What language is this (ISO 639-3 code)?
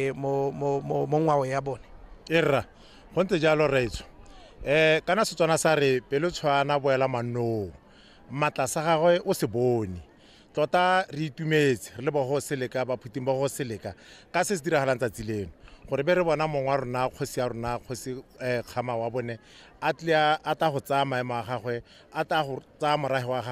tsn